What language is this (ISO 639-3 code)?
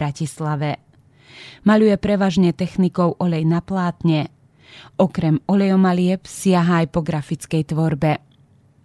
slk